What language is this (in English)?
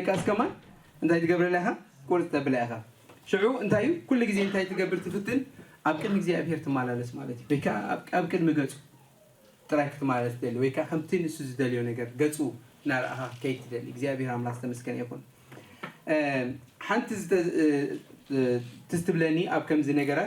Tigrinya